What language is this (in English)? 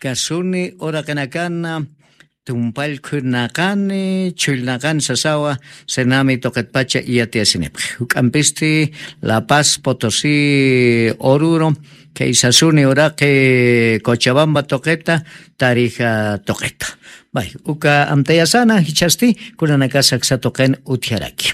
Aymara